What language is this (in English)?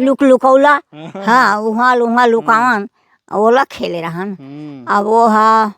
Chhattisgarhi